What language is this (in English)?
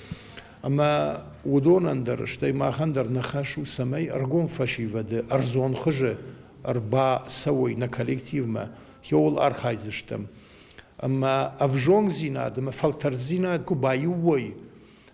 Ossetic